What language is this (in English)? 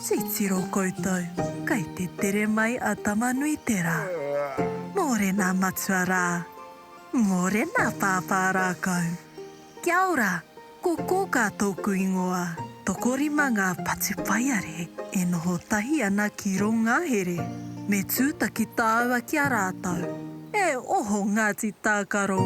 Māori